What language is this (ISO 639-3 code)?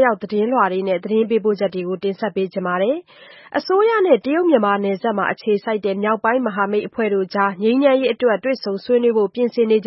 mya